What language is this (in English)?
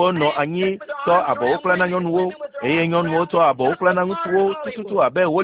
Ewe